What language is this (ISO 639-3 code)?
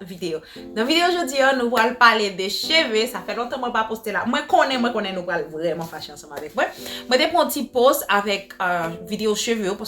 hat